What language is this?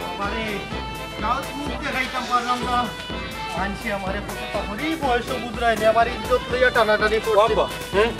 Sylheti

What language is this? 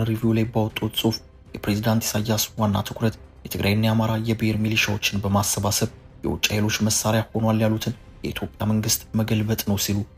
Amharic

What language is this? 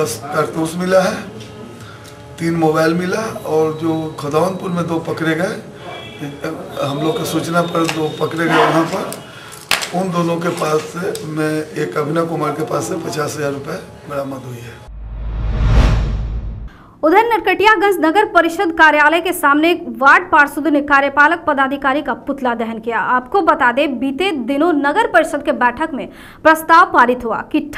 Hindi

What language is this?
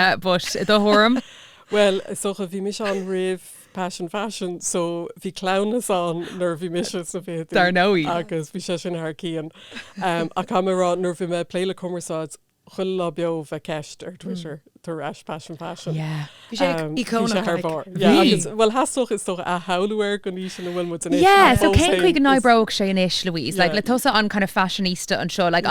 Irish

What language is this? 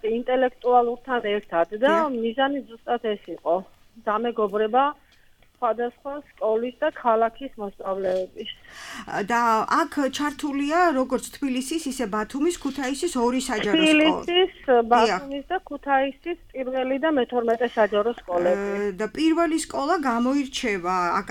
Georgian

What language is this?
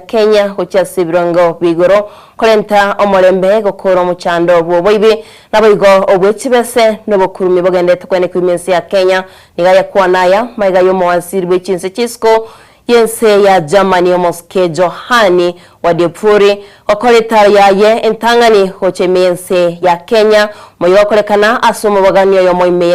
Gusii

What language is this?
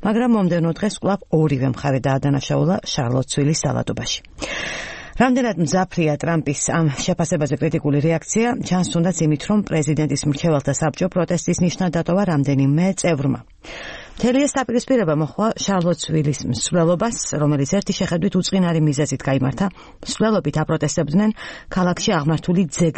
Georgian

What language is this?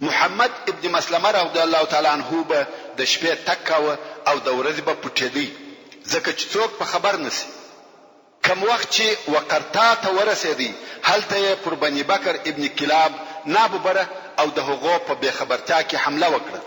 Pashto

